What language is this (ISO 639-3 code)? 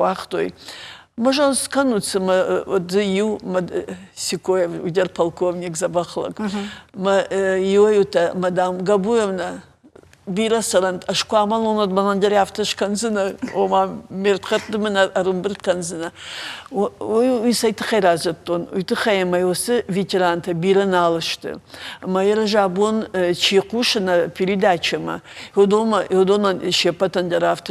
oss